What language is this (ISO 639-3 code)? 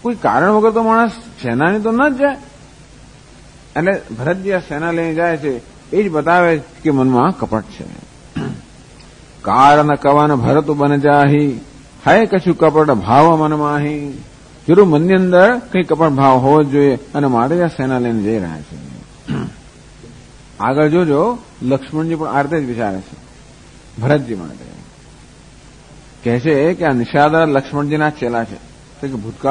guj